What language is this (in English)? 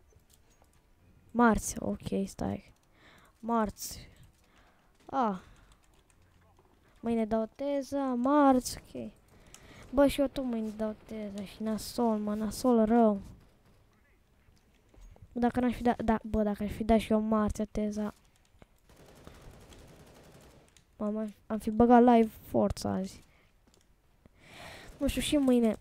Romanian